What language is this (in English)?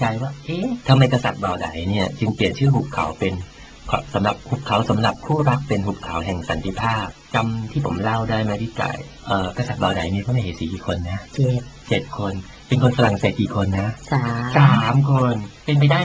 Thai